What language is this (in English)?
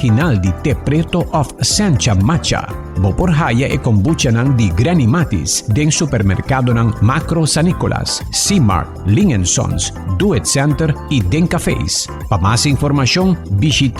Papiamento